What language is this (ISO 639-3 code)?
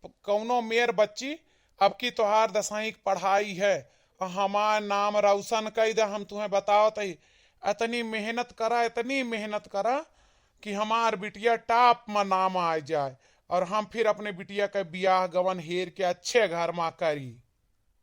awa